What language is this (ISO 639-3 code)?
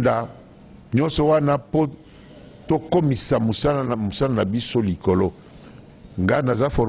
lin